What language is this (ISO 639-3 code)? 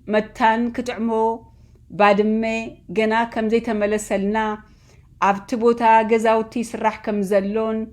tir